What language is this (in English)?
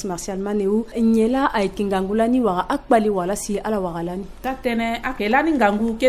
Sango